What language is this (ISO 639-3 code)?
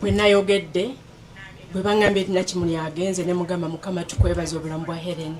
lug